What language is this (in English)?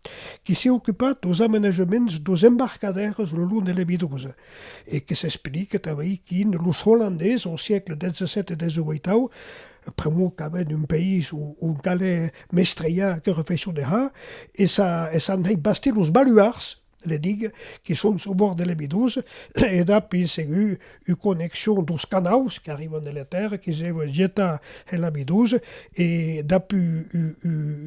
Occitan